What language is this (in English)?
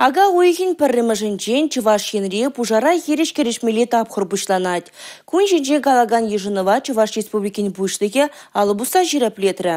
Chuvash